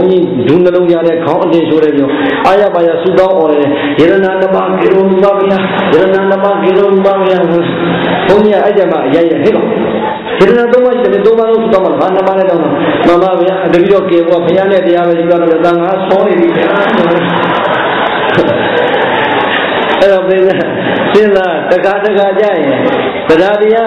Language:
Burmese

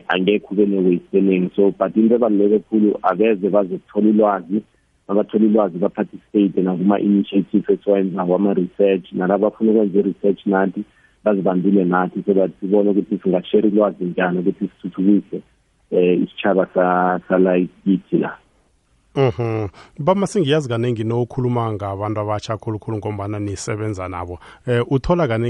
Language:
South Ndebele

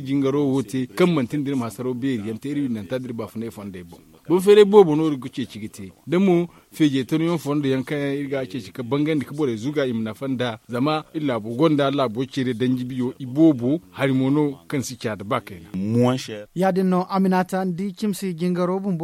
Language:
Zarma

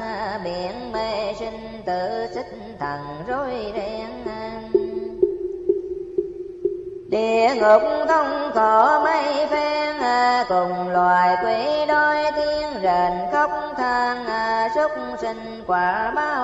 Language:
Vietnamese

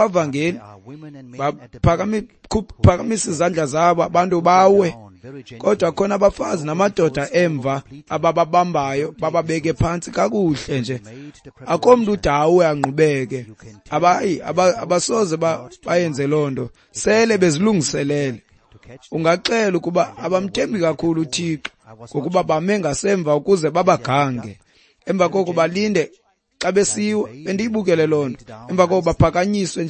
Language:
Xhosa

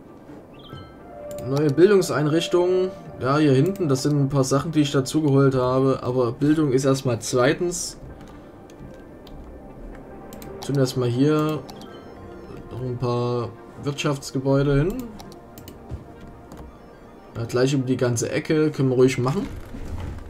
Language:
German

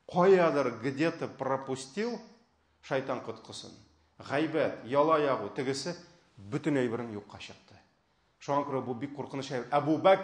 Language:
Tatar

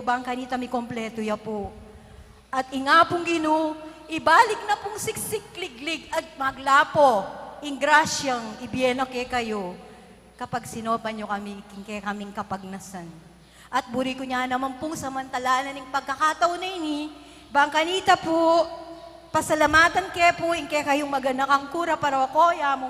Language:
Pampanga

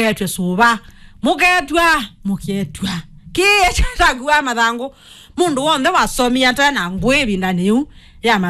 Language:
Kamba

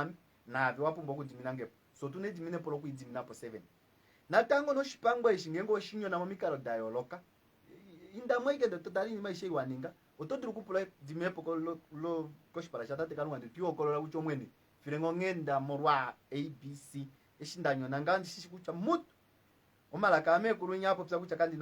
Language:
Kuanyama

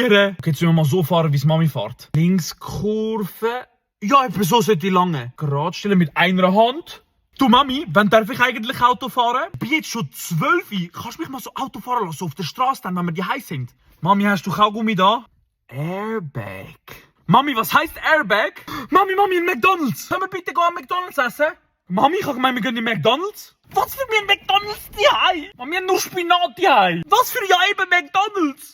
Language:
Swiss German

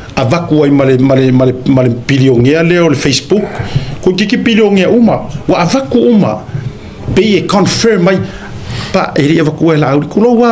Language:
Samoan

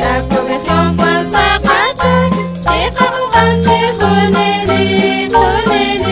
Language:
Kekchí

